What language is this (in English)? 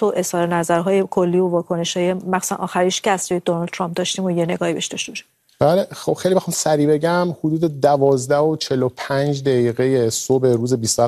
Persian